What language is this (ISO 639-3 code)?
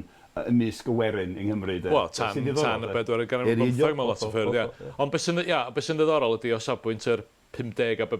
cym